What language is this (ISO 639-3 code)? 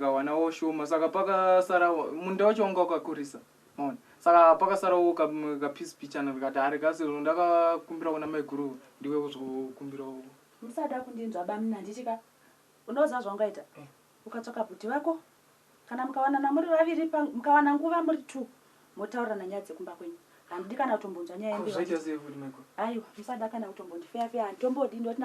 sna